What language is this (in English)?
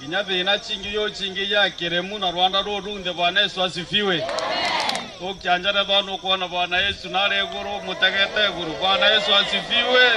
Meru